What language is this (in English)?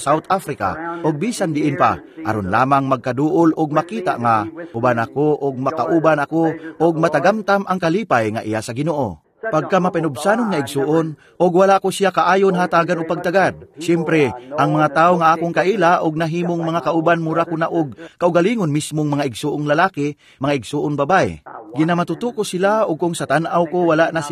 Cebuano